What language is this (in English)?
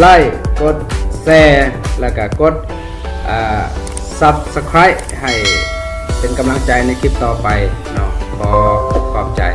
Lao